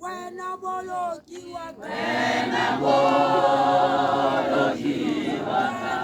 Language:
Tswana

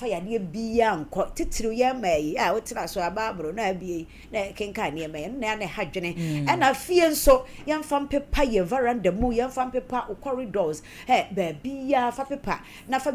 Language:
Akan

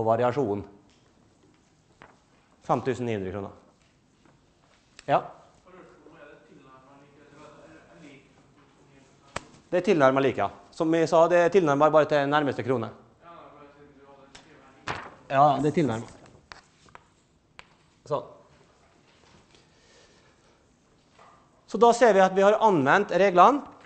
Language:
Norwegian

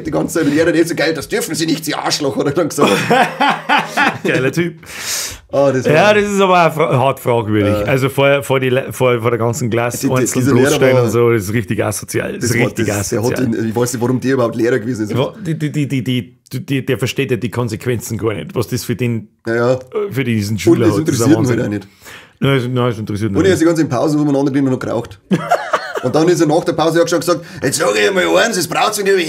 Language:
Bavarian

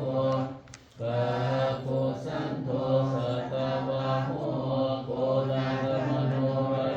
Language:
Pali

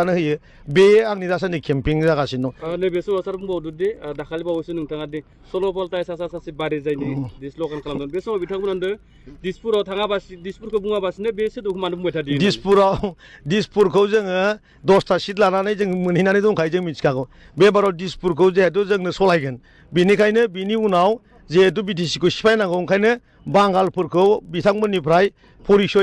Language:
Bodo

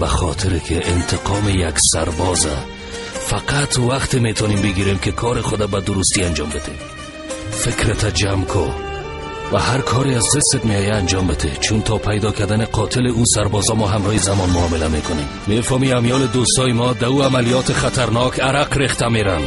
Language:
Persian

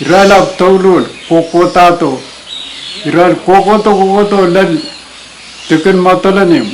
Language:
Pohnpeian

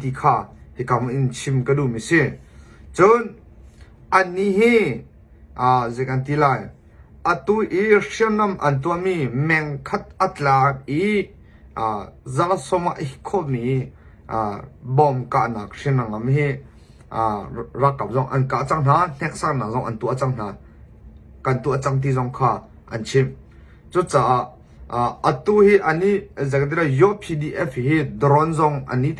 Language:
Hakha Chin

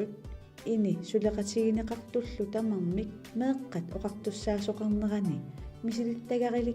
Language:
Kalaallisut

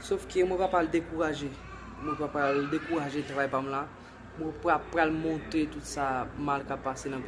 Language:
Haitian Creole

